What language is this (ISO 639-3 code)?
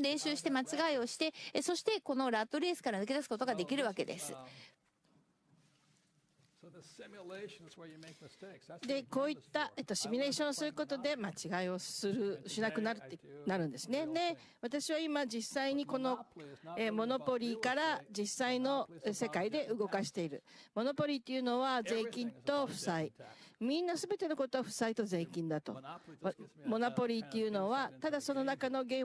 jpn